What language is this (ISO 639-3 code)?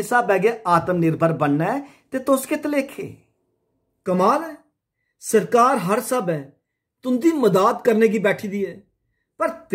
doi